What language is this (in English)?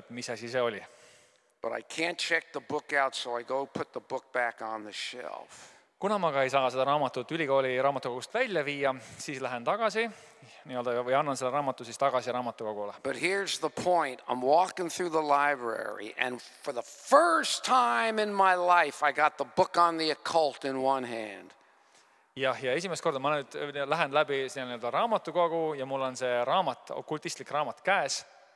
Estonian